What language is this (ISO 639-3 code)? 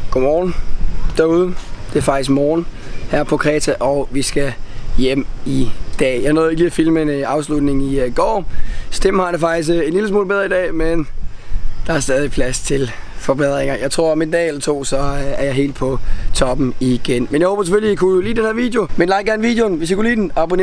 dan